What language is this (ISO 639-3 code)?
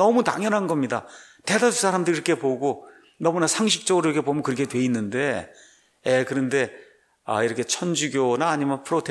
kor